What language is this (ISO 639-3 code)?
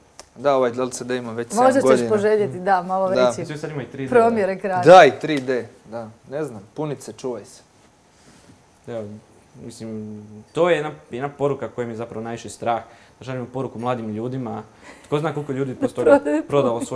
hrv